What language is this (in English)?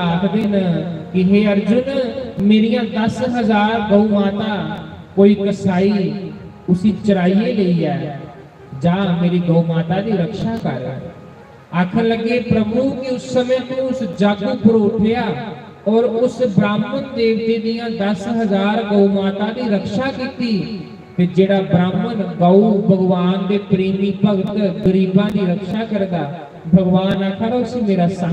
Dogri